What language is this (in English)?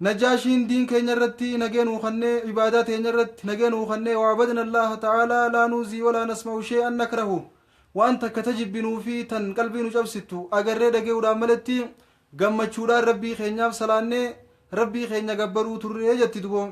Oromo